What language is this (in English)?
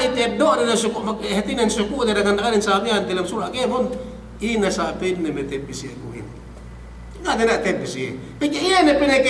Yakan